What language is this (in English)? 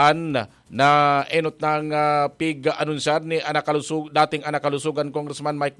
Bikol